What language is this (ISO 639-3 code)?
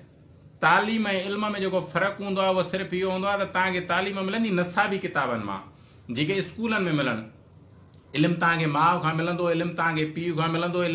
snd